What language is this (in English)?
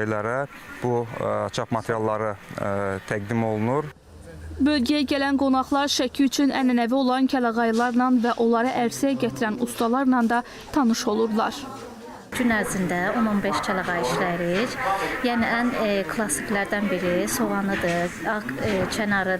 Azerbaijani